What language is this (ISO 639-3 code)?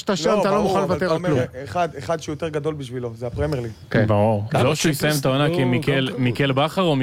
heb